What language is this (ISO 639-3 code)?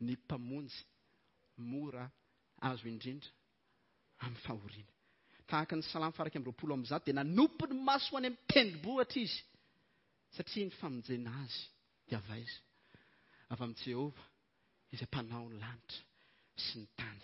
mlg